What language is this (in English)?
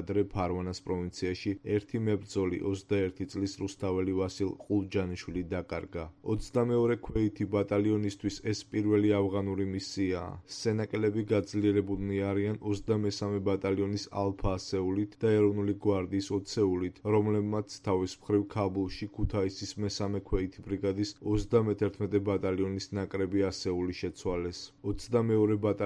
Georgian